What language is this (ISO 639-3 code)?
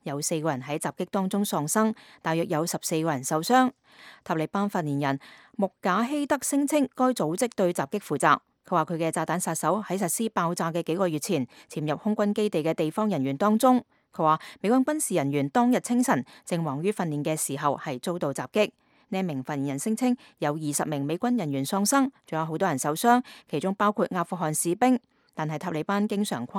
yue